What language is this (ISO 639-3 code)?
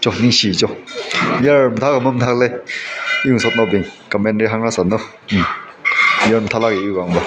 nmf